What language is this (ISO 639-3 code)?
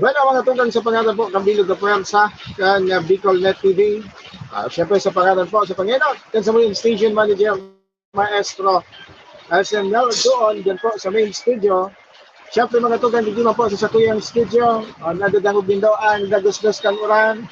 bik